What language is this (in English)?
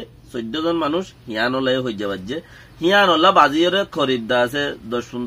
Rohingya